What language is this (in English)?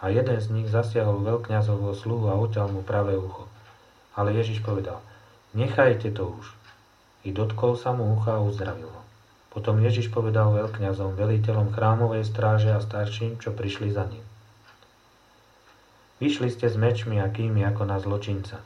Slovak